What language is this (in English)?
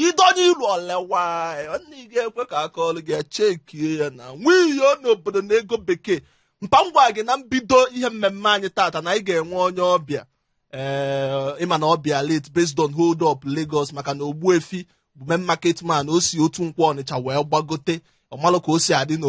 Igbo